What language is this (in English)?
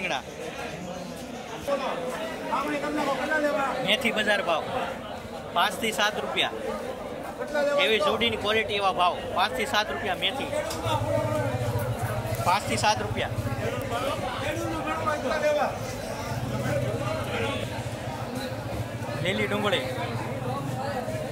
Gujarati